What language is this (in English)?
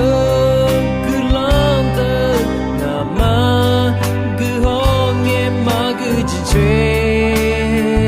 Akha